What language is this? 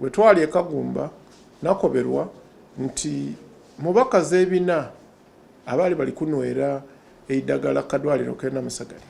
Soga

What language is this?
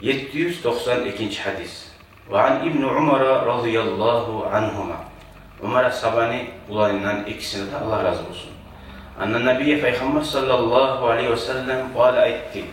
Kumyk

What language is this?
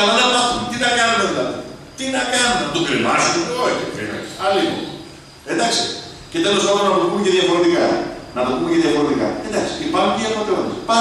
Greek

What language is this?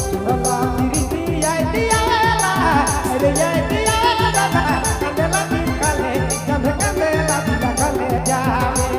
Sadri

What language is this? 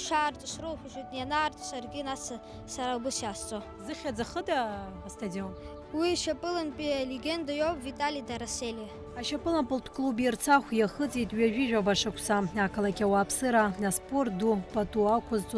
Abkhazian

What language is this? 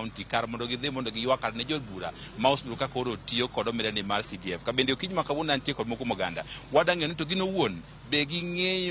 Luo (Kenya and Tanzania)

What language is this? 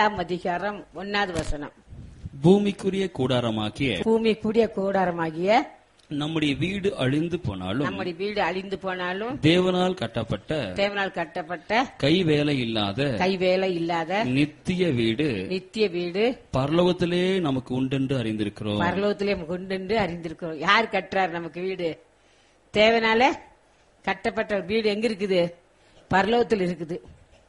Tamil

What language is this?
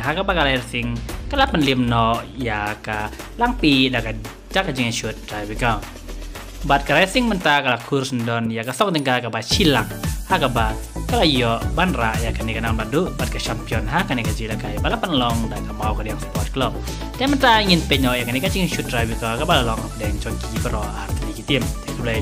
Khasi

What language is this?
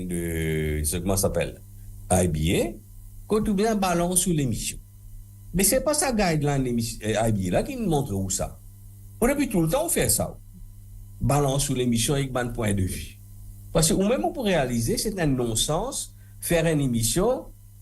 Morisyen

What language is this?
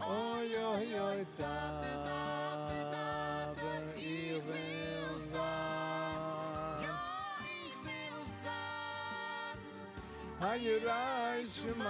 Yiddish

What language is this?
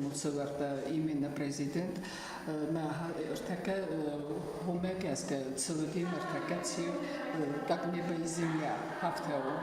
Ossetic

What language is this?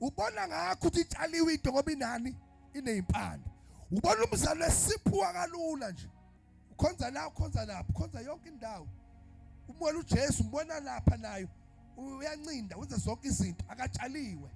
Zulu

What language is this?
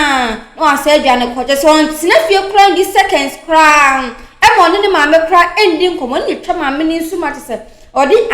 Akan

